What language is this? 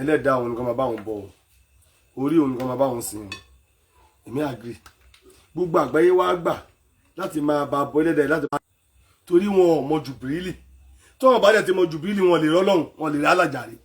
Yoruba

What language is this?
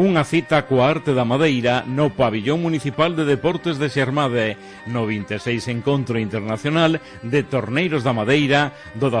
Galician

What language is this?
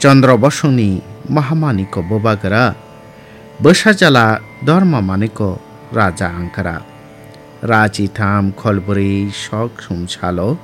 Kok Borok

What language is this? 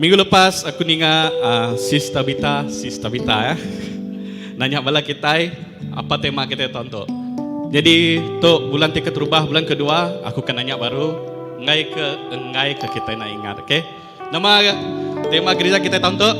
Iban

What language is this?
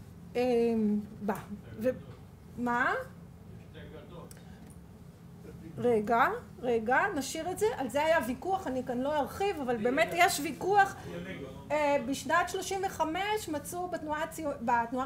Hebrew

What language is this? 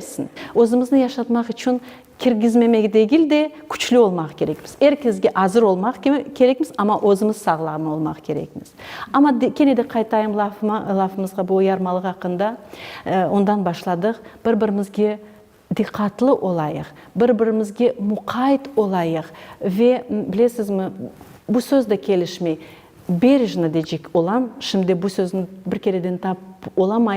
Crimean Tatar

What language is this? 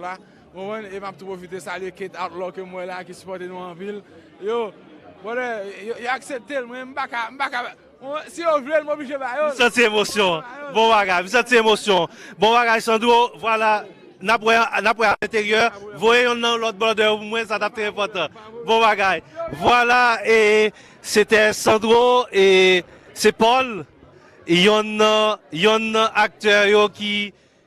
Haitian Creole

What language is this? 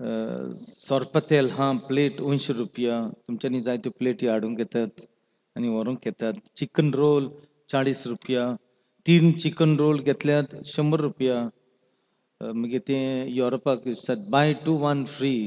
Konkani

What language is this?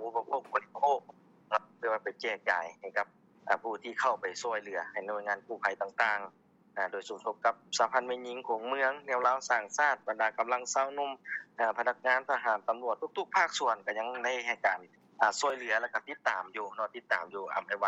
Lao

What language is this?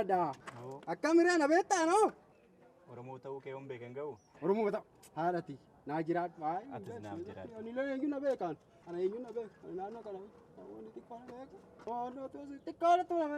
Oromo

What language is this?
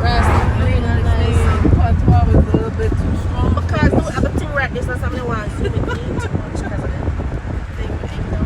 Jamaican Creole English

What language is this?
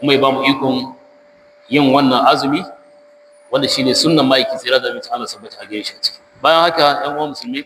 Hausa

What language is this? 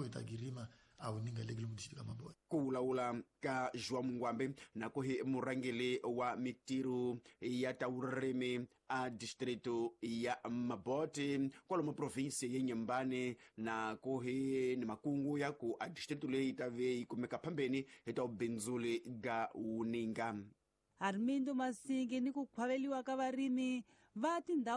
Tsonga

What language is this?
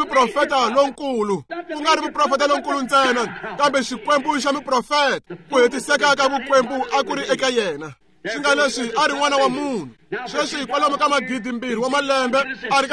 Tsonga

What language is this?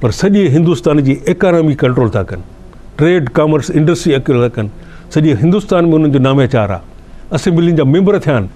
Sindhi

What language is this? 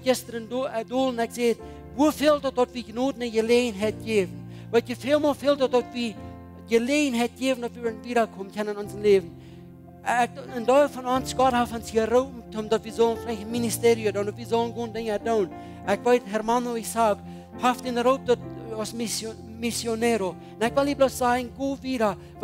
Plautdietsch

